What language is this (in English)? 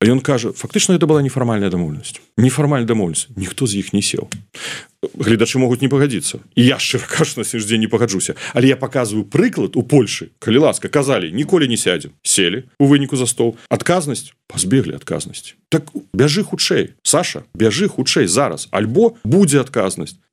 Belarusian